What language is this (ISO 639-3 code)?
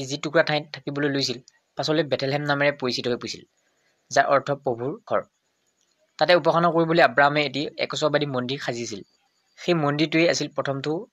asm